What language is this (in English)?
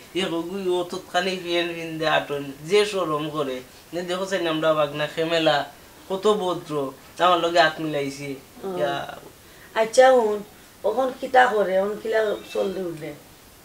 Sylheti